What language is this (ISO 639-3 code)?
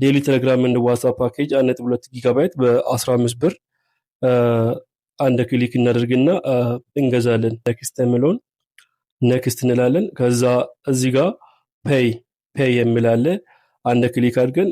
amh